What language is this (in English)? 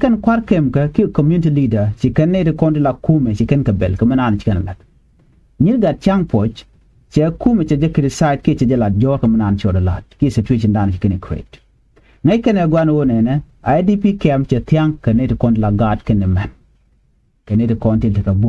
Nuer